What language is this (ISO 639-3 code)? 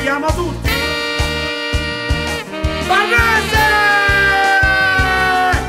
ita